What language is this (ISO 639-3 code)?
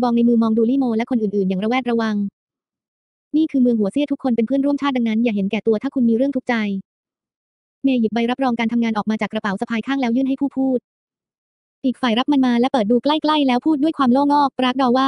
tha